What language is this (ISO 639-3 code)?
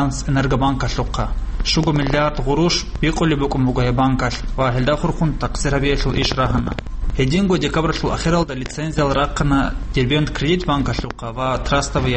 ava